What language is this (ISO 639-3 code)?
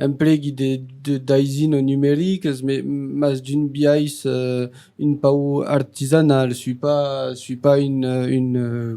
oci